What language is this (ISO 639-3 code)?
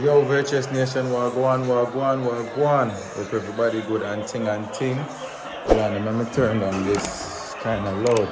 jam